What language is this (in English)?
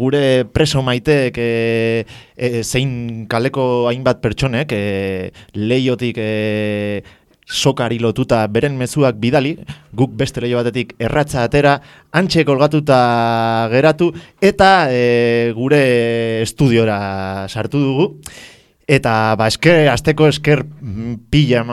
Basque